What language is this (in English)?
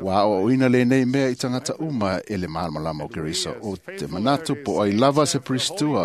Samoan